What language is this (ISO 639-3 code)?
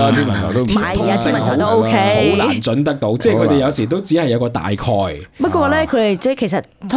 yue